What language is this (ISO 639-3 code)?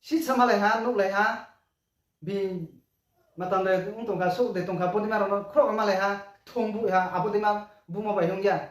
ria